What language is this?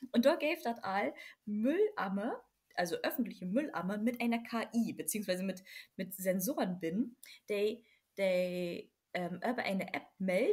Low German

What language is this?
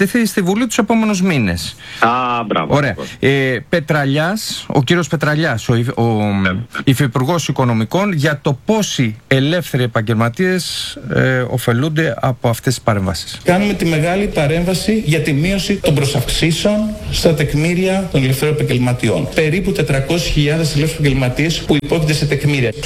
Greek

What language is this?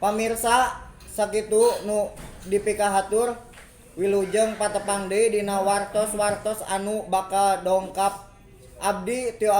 Sundanese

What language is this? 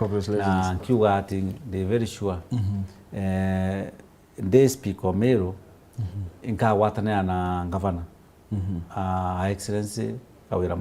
Meru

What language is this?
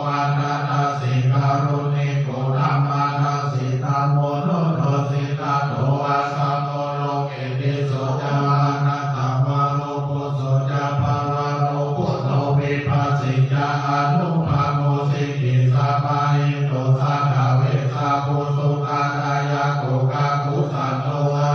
Pali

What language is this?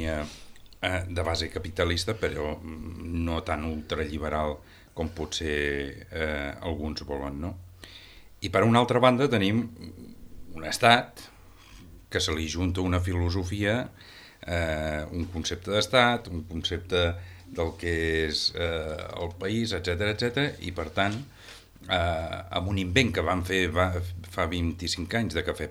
Catalan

